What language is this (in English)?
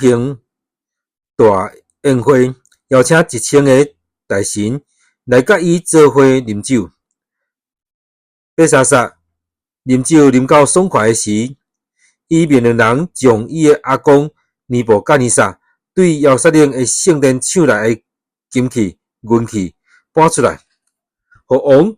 Min Nan Chinese